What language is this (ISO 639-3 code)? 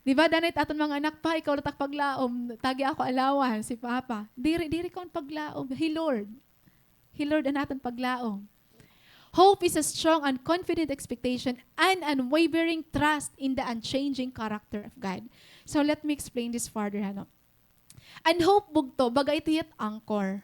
war